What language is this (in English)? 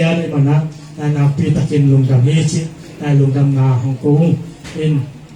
Tedim Chin